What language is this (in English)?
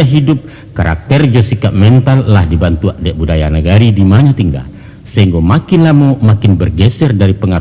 Minangkabau